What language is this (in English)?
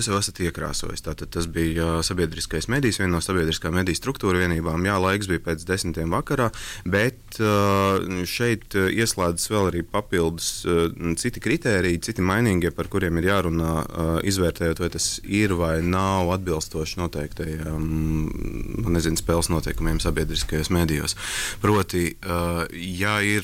Latvian